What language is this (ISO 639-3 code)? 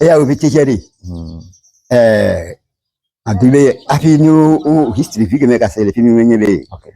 ewe